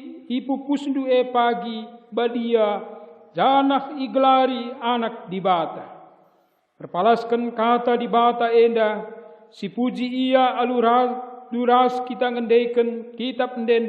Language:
Batak Karo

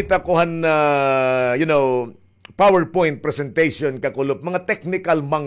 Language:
Waray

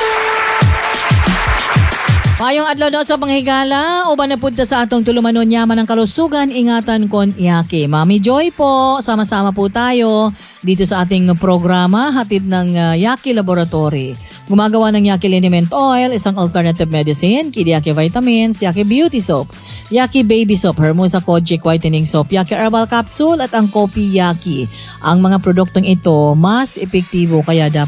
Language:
Cebuano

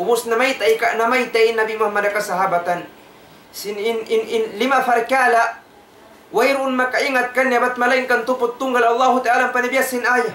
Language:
Tausug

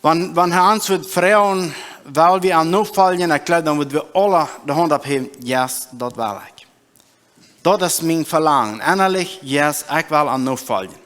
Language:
Plautdietsch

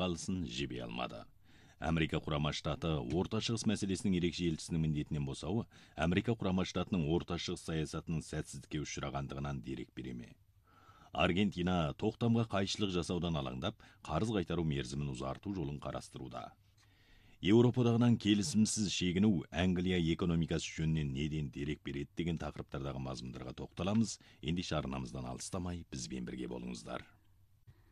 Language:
Kazakh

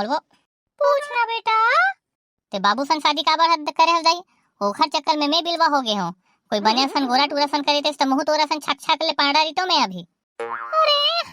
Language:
Chhattisgarhi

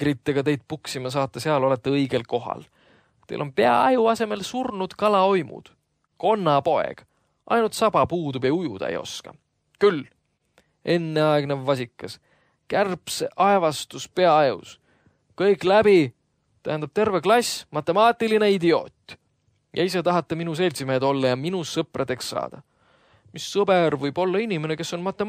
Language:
Estonian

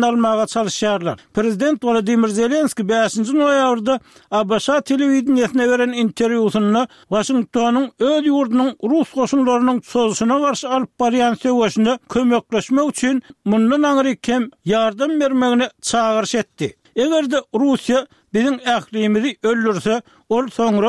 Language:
Turkmen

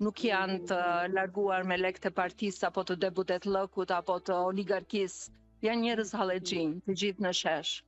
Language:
Albanian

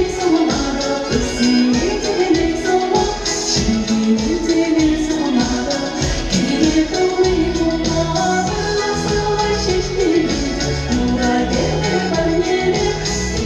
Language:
Chuvash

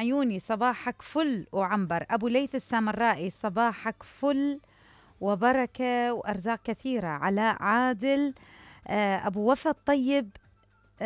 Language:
Mesopotamian Arabic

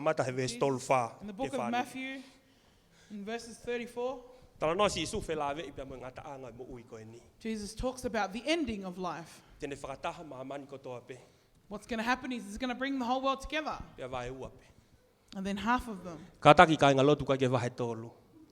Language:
Tongan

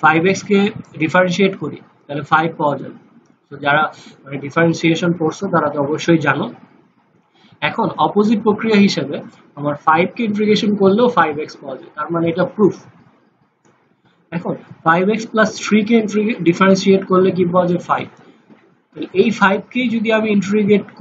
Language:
Bangla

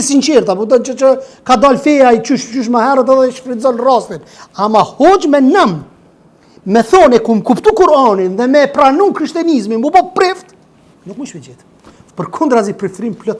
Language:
Albanian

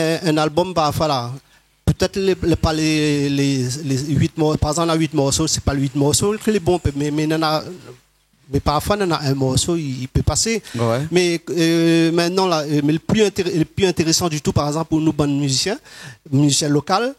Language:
Réunion Creole French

